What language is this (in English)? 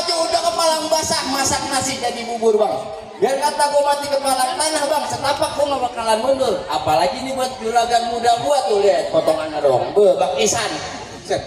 Betawi